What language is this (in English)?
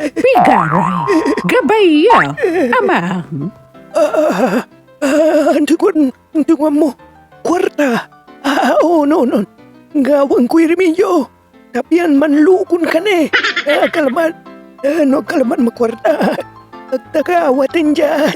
Pangasinan